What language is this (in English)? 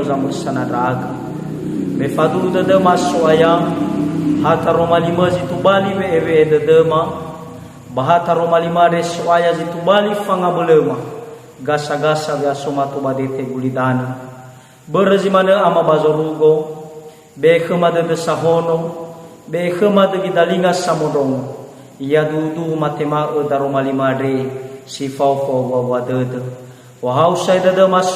Nias